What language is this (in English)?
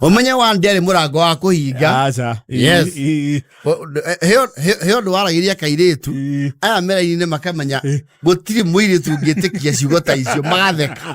Kikuyu